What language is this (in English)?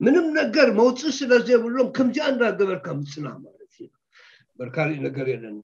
Tigrinya